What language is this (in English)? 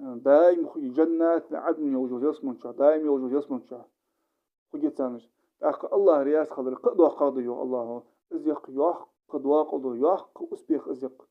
Ingush